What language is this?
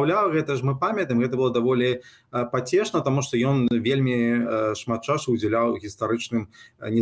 Belarusian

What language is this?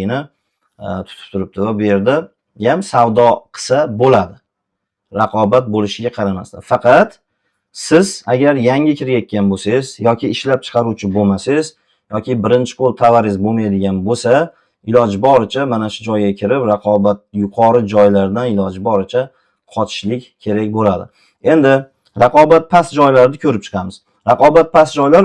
Uzbek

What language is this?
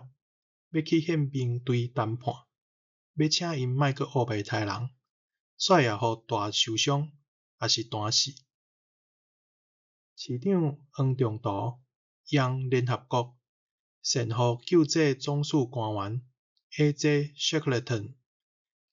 Min Nan Chinese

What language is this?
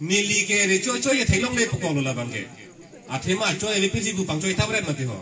Karbi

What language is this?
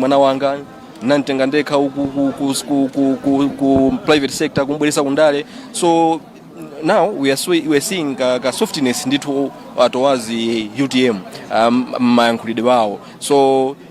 Nyanja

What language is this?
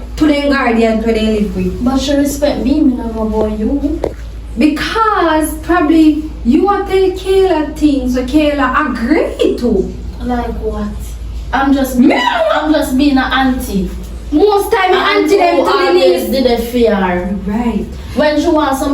Jamaican Creole English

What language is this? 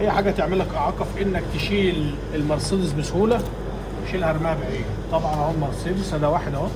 Egyptian Arabic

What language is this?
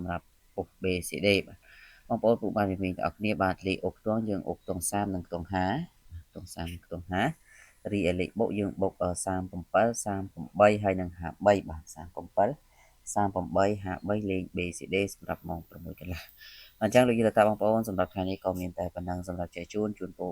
Khmer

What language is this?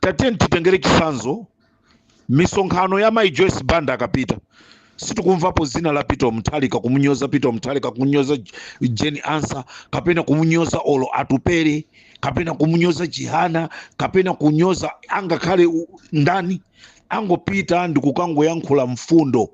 Nyanja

